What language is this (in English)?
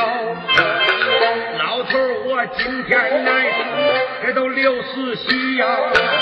Chinese